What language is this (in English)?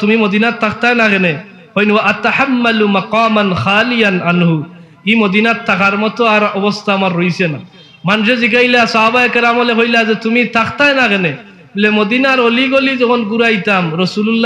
Sylheti